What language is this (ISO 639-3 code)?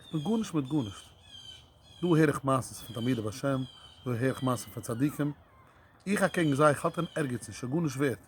yid